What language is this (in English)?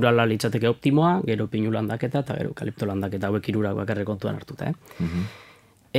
Basque